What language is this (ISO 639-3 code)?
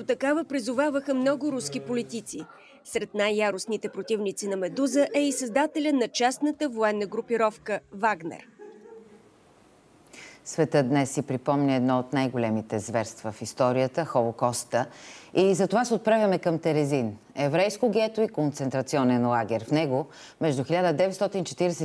bul